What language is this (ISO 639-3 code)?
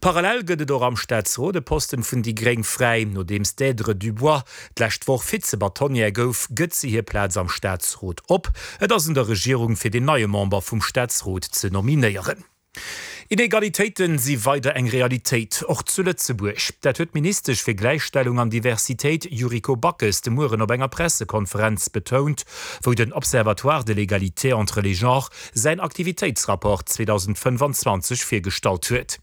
ltz